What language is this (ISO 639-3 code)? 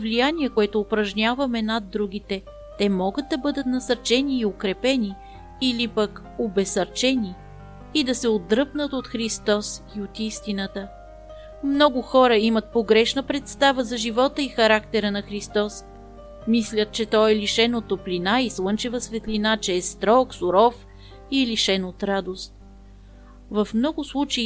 bul